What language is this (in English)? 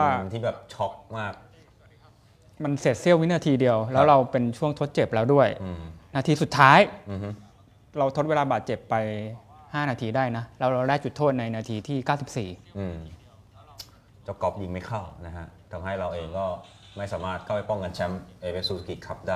Thai